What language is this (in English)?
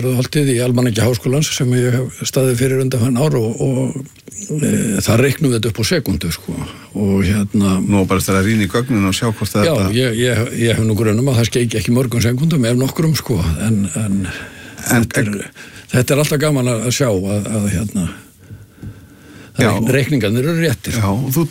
Icelandic